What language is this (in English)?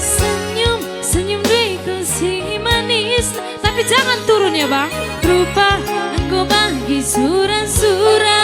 Batak Karo